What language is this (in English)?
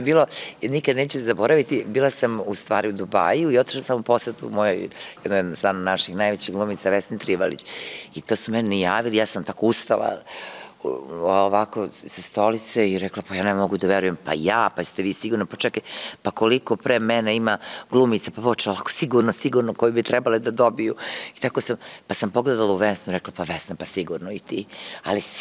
Serbian